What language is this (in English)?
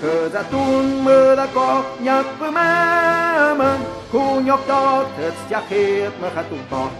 Tlahuitoltepec Mixe